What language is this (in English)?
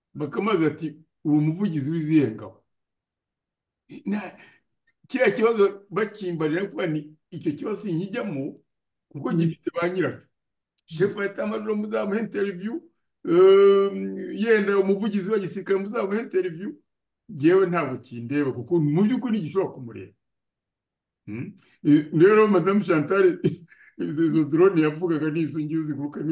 Kinyarwanda